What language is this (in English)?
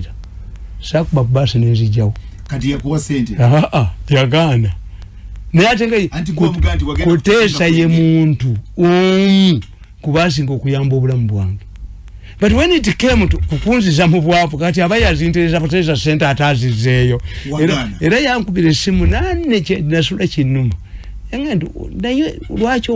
Ganda